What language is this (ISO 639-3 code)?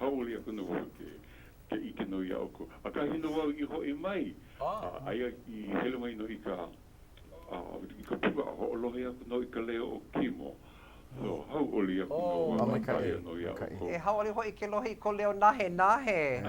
haw